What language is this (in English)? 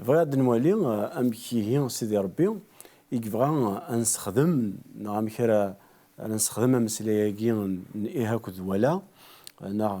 Kabyle